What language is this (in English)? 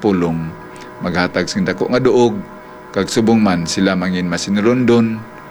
Hiligaynon